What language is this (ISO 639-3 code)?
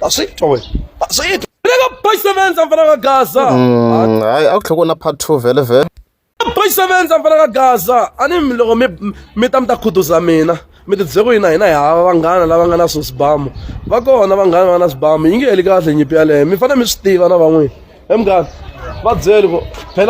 tso